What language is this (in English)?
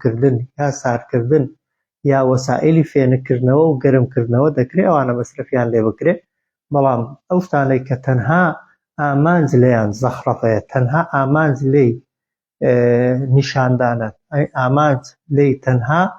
Central Kurdish